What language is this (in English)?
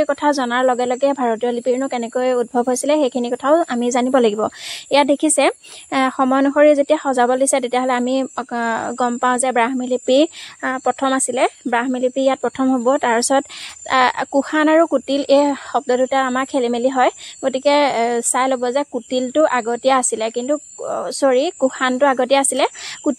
Assamese